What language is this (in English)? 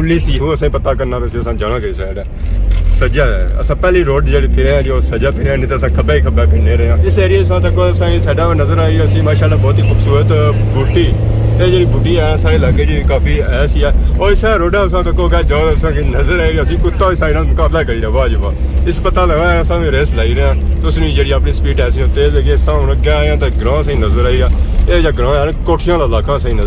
Pahari-Potwari